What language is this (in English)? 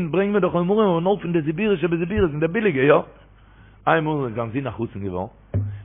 Yiddish